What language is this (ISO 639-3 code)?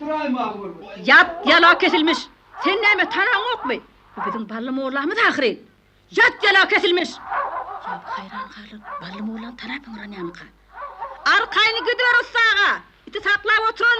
tuk